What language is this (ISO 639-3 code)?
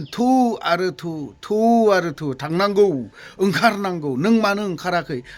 brx